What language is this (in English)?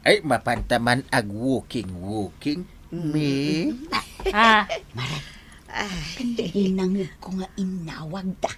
Iloko